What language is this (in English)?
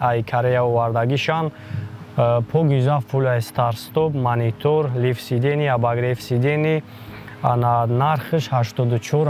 Tajik